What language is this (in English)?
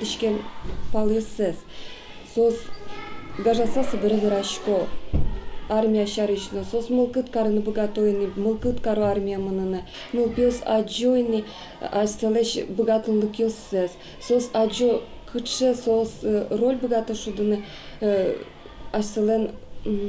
Udmurt